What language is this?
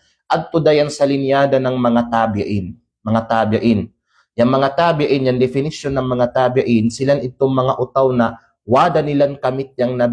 Kalagan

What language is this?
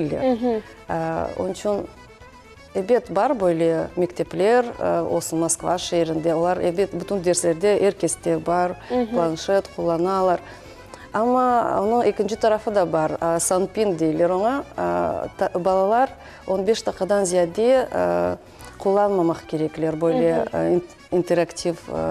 Crimean Tatar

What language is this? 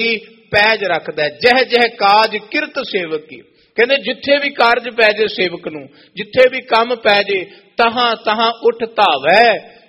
Punjabi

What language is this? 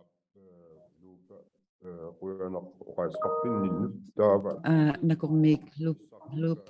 Inuktitut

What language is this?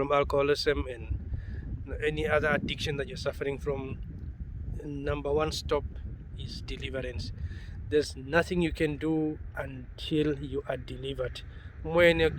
Herero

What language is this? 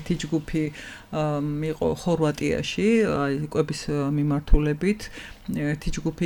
Georgian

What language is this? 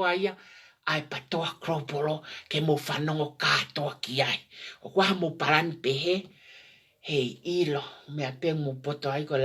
Tongan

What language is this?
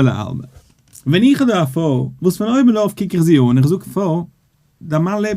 Yiddish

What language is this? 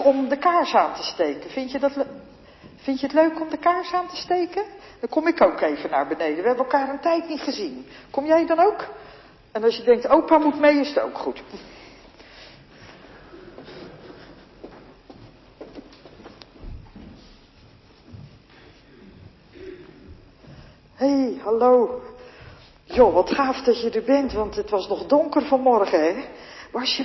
Dutch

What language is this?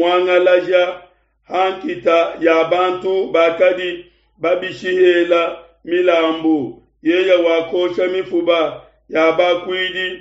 Luba-Lulua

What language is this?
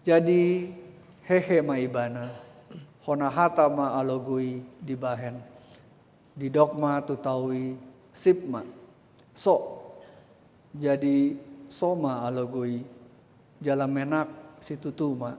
Batak Toba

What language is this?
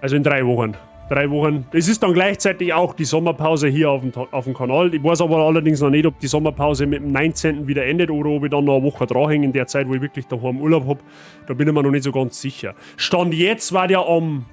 Bavarian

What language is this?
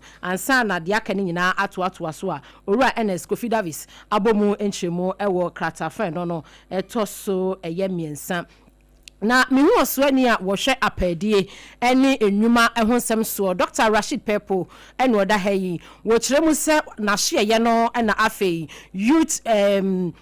Akan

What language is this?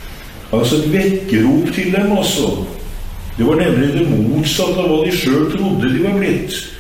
Norwegian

